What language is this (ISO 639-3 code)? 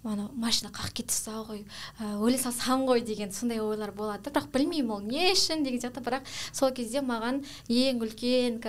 kaz